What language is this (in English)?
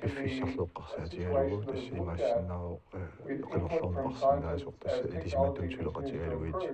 Kalaallisut